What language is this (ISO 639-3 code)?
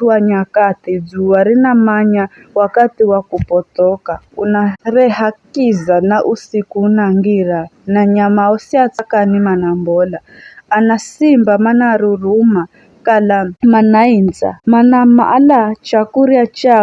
nyf